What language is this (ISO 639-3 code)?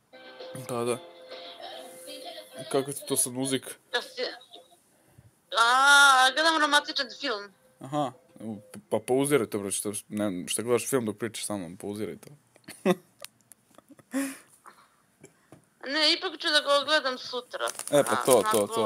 srp